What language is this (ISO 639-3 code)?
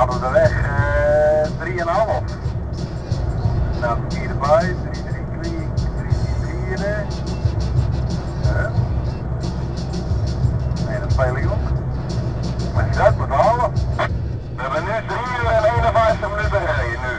nld